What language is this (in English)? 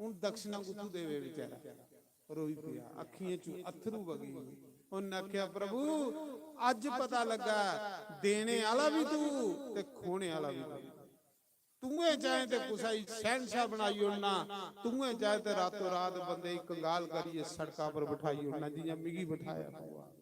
Dogri